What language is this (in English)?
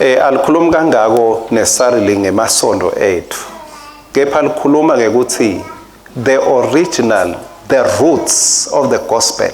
Swati